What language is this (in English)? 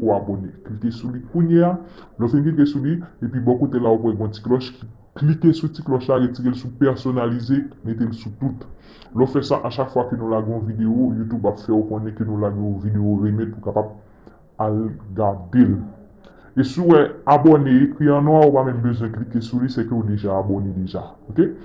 Haitian Creole